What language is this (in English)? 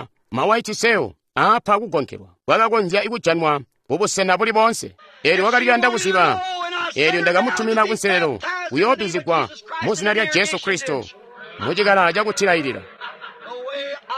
Tonga (Zambia)